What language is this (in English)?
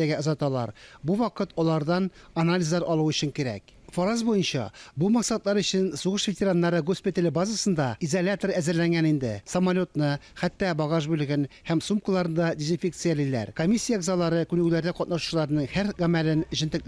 Tatar